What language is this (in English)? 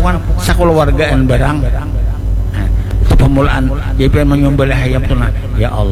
Banjar